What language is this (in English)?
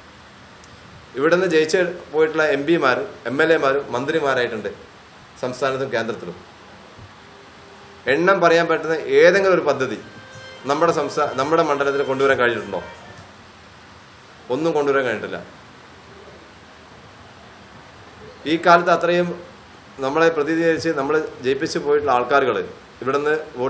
Malayalam